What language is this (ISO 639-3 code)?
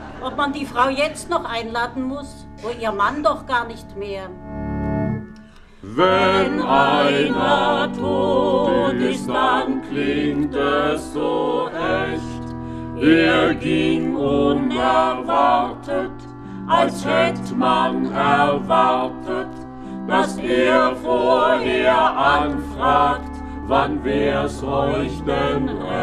deu